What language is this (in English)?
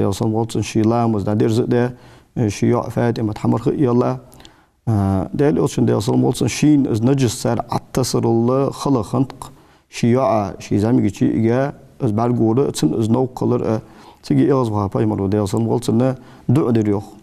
Ingush